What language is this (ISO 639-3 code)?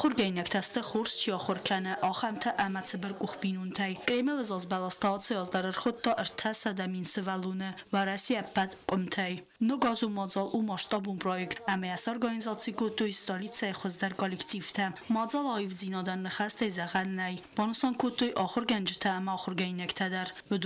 oss